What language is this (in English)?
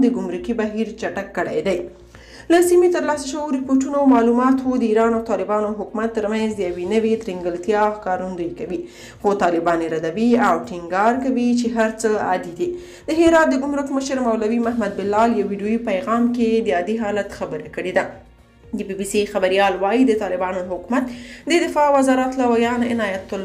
Pashto